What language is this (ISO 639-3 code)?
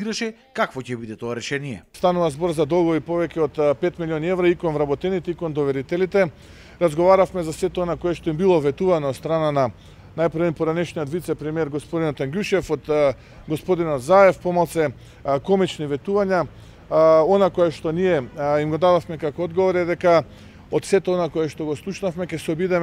mkd